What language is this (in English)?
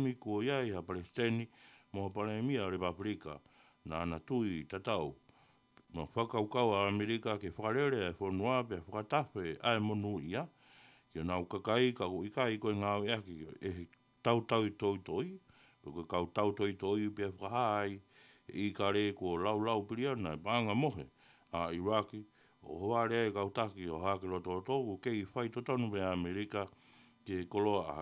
Tongan